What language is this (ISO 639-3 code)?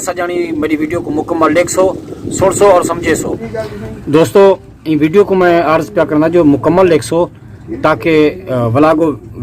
skr